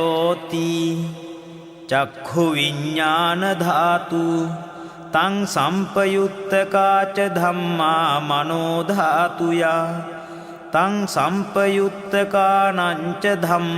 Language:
Sinhala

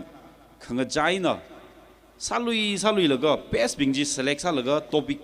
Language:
Tangkhul Naga (India)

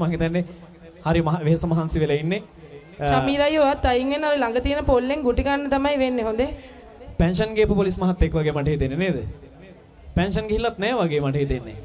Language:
Sinhala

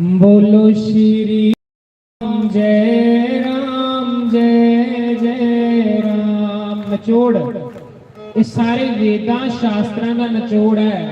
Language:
Dogri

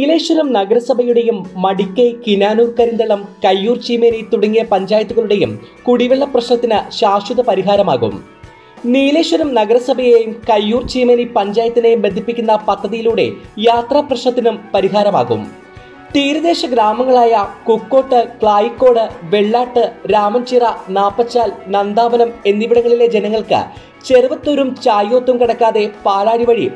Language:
Malayalam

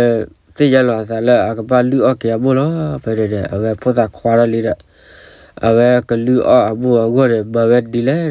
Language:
S'gaw Karen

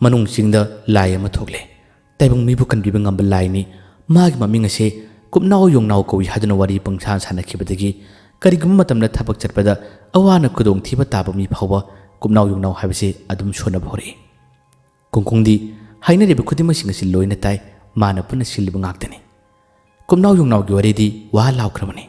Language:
Manipuri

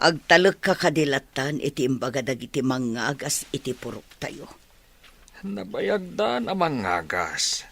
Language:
Iloko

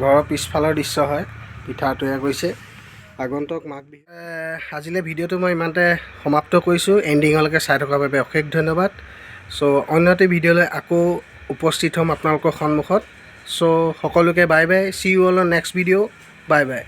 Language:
Assamese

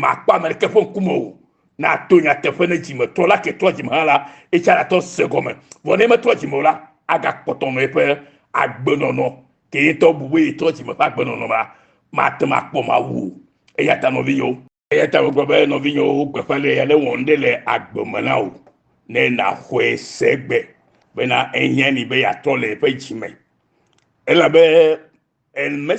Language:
Ewe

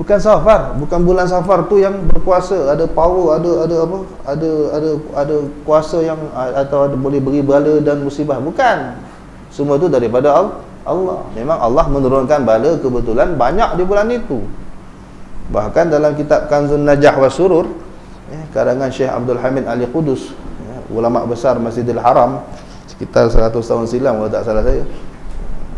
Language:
Malay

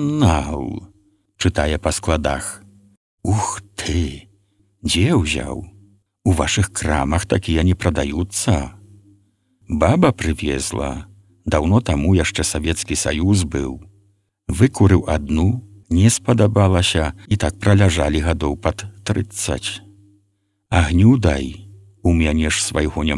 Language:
Belarusian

